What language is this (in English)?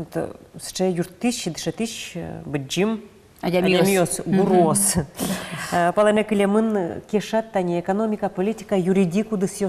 Udmurt